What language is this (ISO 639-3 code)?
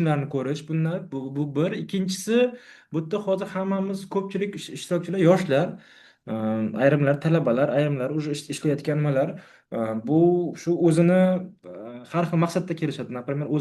uzb